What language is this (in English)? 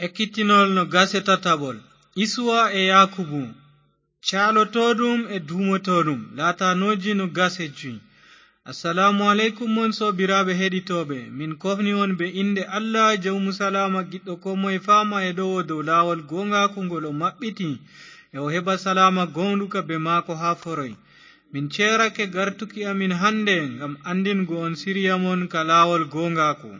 Fula